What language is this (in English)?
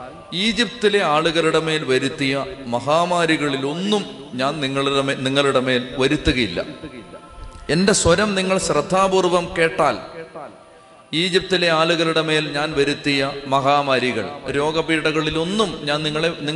Malayalam